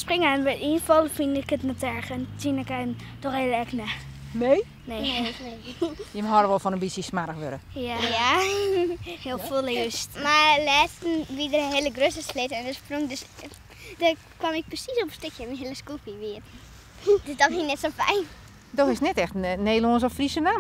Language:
Western Frisian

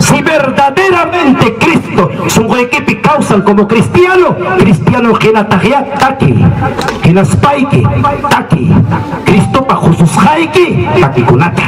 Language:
Ayacucho Quechua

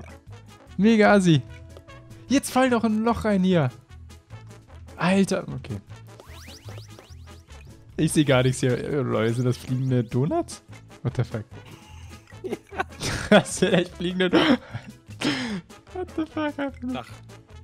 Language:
German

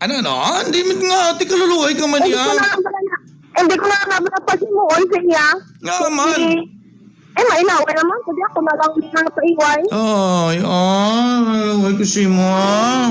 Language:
Hiligaynon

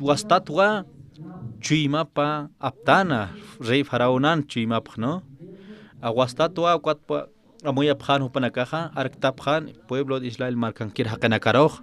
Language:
Aymara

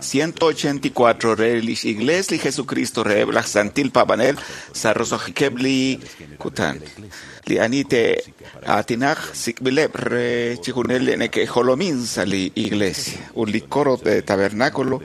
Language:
Kekchí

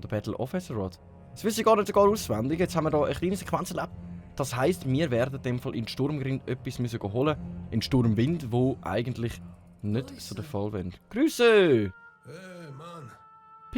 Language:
Swiss German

